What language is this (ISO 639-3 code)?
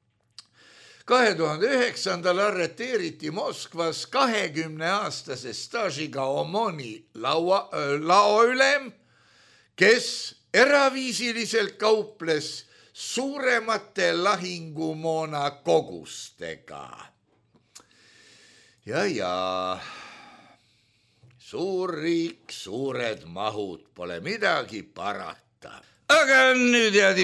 est